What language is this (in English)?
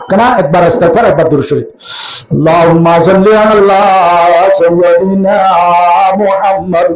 Rohingya